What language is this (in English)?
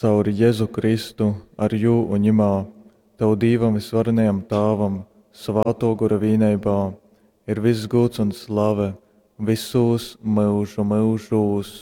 Latgalian